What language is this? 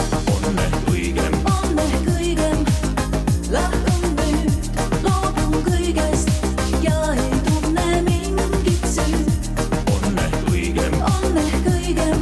Estonian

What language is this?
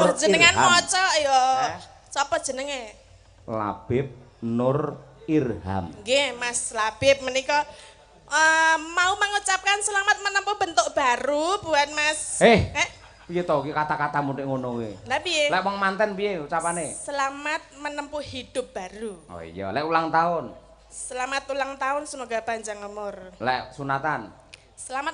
Javanese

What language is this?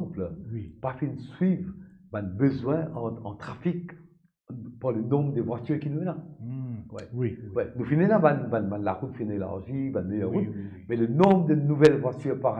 Morisyen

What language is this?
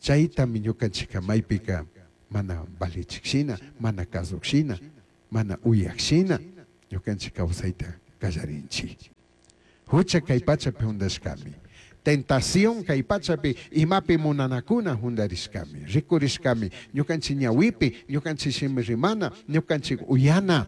Chimborazo Highland Quichua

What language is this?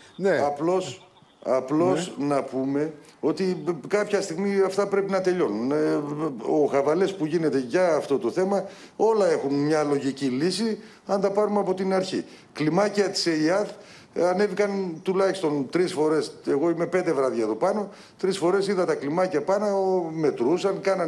Greek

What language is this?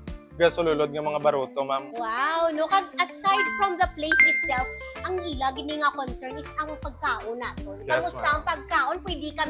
Hiligaynon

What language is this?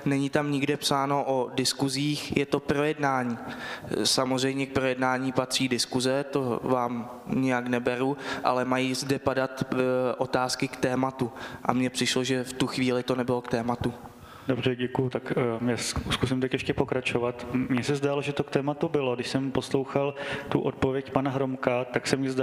Czech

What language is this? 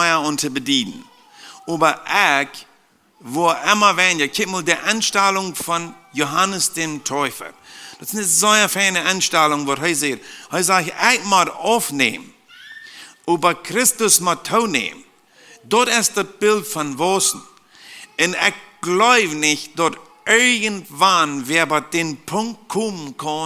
Plautdietsch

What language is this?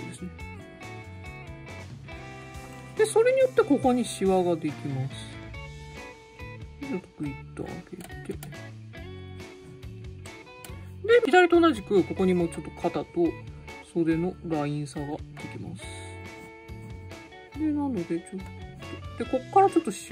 Japanese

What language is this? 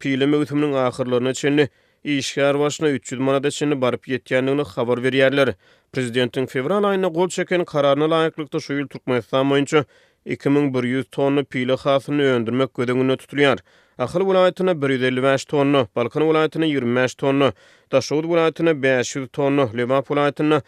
Turkmen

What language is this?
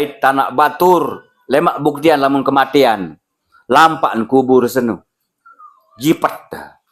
Sasak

